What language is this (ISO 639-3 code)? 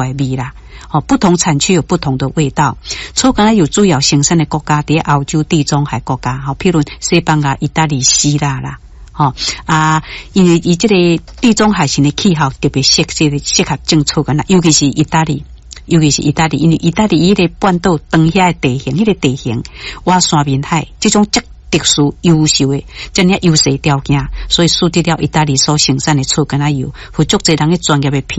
nan